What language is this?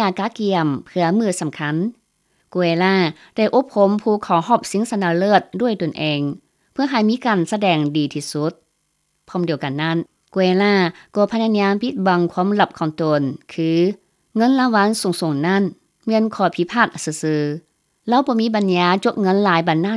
Lao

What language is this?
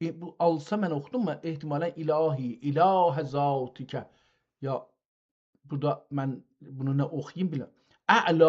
South Azerbaijani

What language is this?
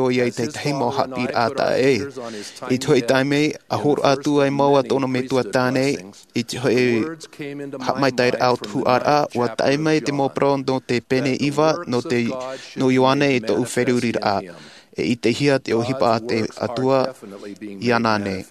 Tahitian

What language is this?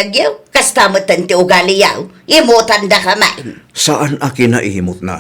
Iloko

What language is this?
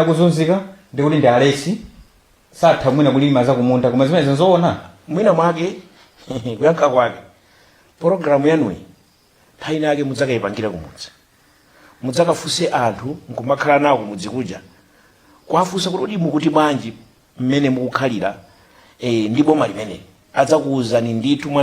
Nyanja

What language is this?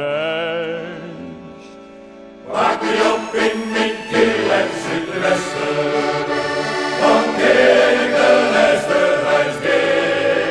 Dutch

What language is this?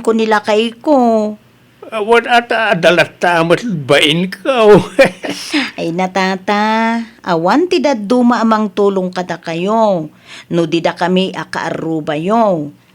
Iloko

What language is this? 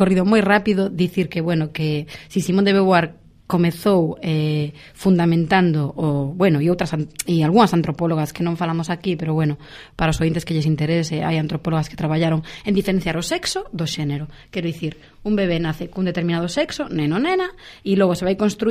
Galician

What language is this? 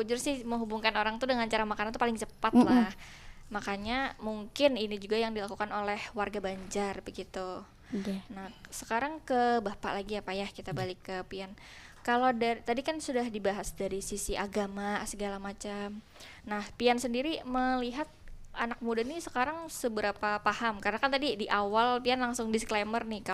Banjar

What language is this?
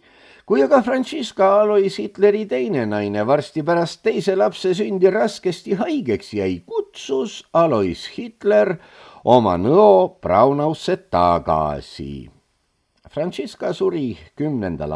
Estonian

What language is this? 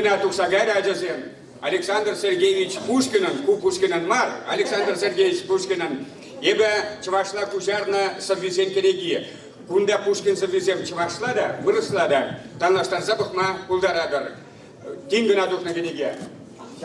Chuvash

